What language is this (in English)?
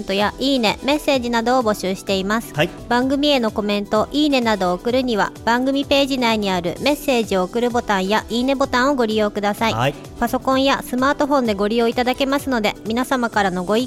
Japanese